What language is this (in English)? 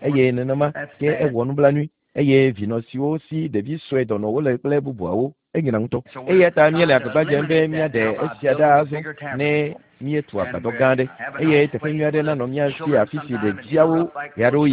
Ewe